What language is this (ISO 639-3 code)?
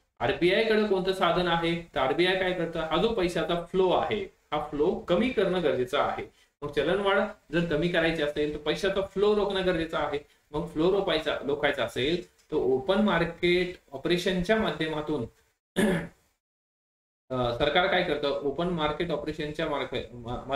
mar